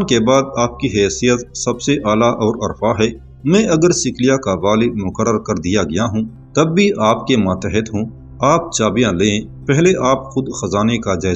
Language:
Urdu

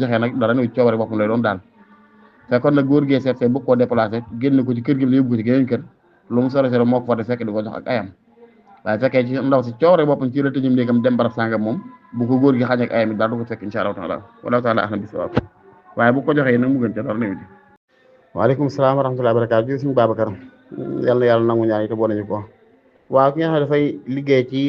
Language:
Wolof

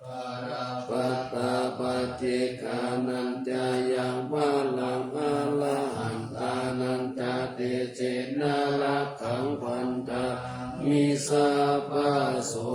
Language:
Pali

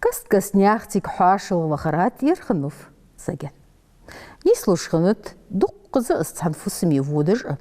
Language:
Ingush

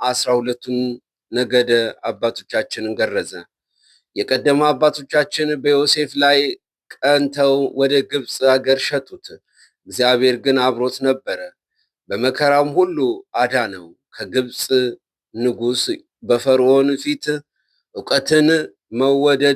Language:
Amharic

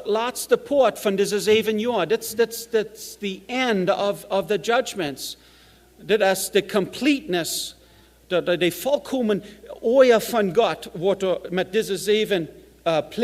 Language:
Plautdietsch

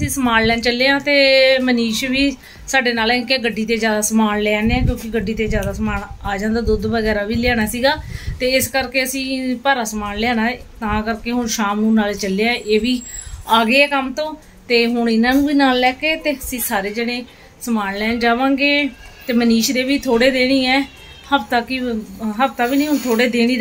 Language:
Punjabi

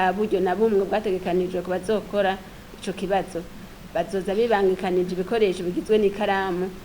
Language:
Rundi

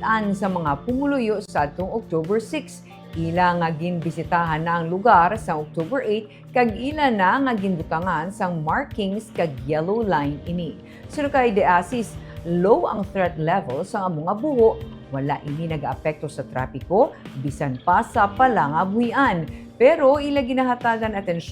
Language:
Hiligaynon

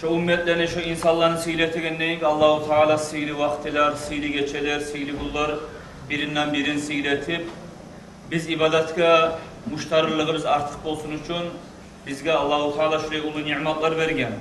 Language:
Kumyk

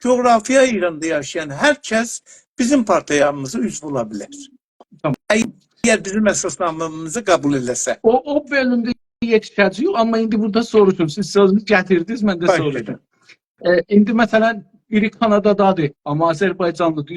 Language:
South Azerbaijani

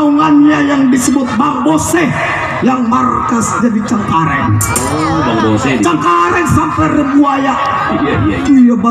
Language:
Betawi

